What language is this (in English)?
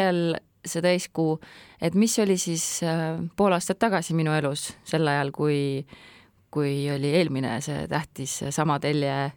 Estonian